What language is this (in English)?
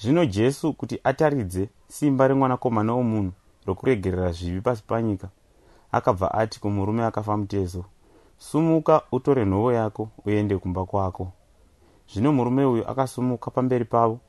Shona